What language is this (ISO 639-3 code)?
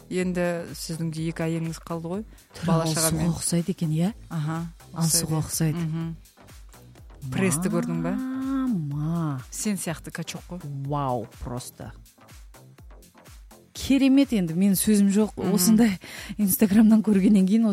kaz